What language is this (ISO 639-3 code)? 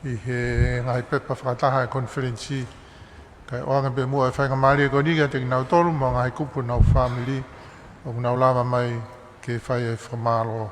ton